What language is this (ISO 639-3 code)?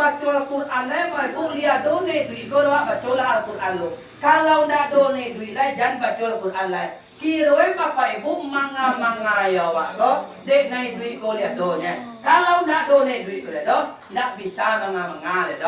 min